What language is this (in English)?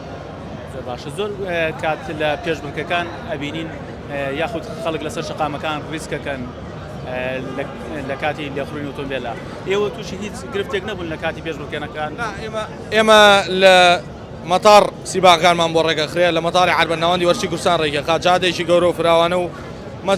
Central Kurdish